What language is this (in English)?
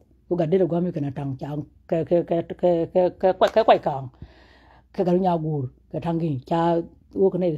Nuer